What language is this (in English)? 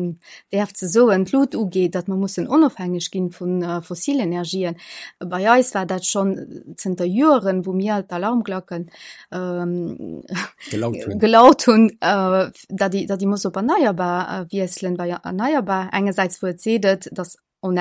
Luxembourgish